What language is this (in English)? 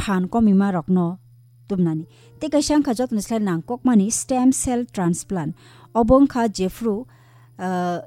Kok Borok